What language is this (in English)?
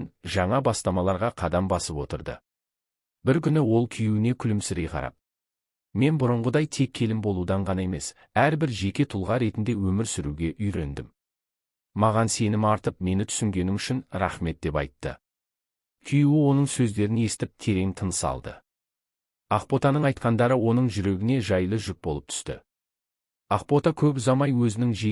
Kazakh